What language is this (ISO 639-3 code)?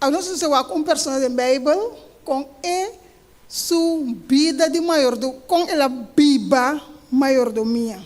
pap